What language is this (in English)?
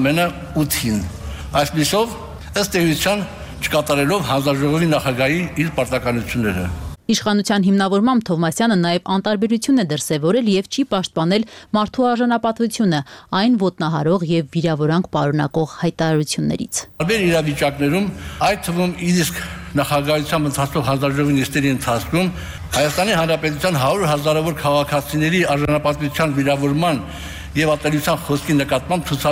Armenian